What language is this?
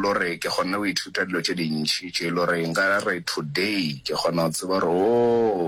Northern Sotho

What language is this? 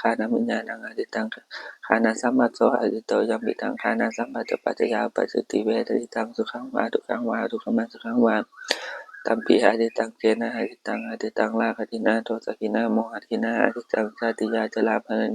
Pali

